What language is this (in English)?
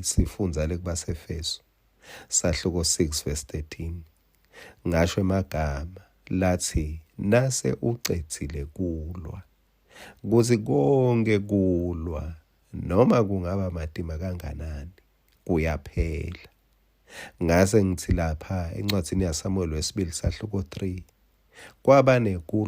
Swati